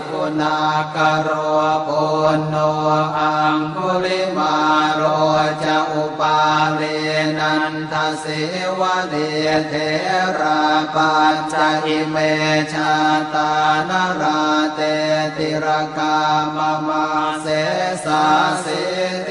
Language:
Pali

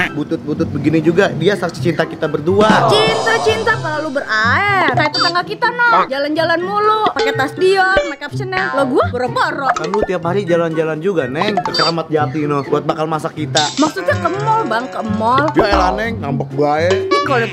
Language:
Betawi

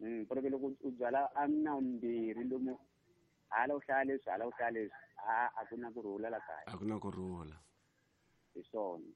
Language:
Tsonga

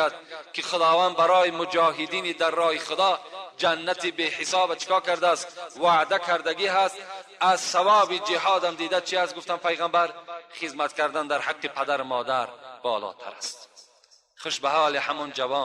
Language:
Tajik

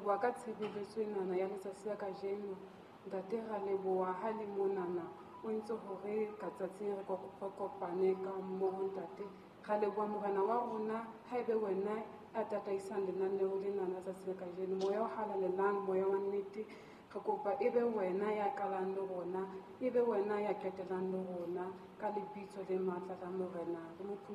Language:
Southern Sotho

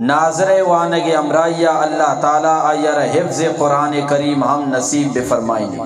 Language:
Eastern Balochi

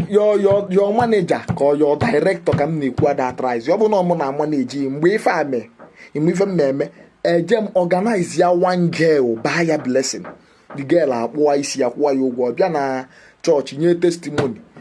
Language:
Igbo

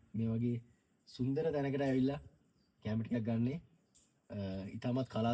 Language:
Sinhala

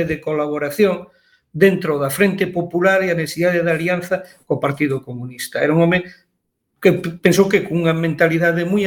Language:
Galician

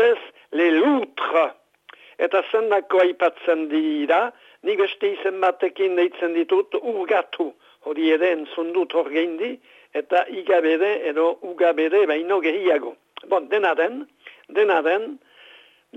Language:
Basque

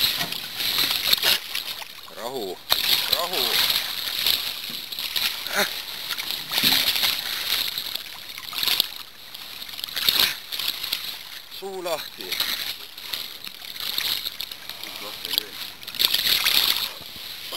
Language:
Estonian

